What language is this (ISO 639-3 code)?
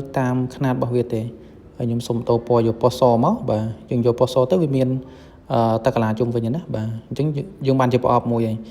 khm